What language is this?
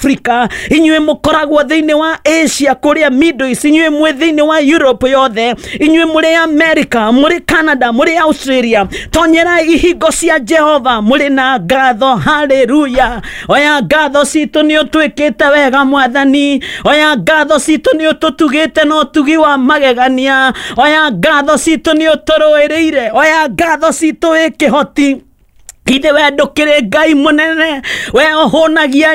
Kikuyu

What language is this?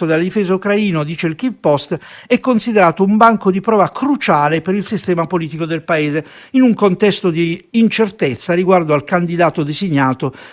Italian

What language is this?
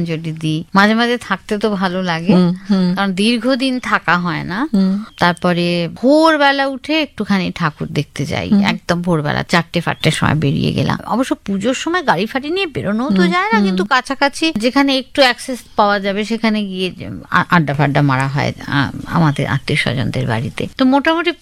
Bangla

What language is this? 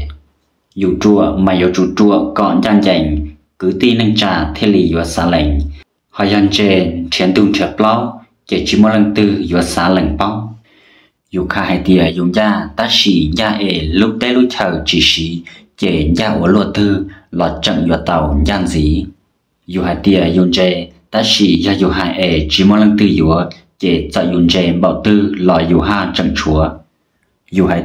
Hmong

